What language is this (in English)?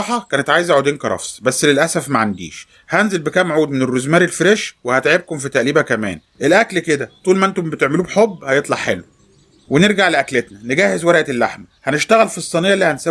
Egyptian Arabic